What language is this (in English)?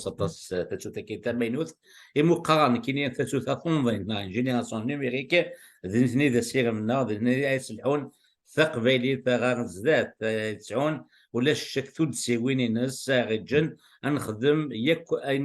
Kabyle